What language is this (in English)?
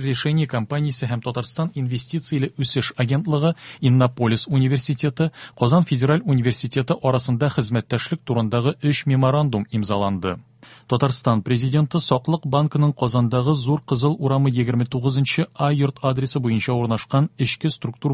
Tatar